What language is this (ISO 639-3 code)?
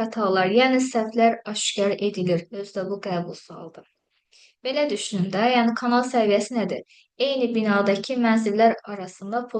aze